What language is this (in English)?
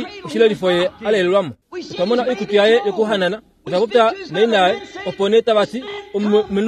Kuanyama